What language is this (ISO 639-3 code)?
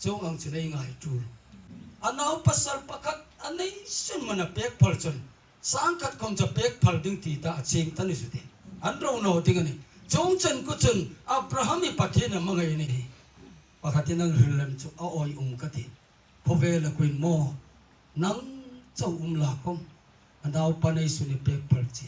hmr